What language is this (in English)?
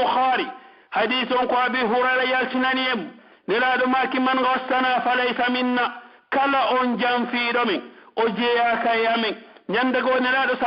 Pular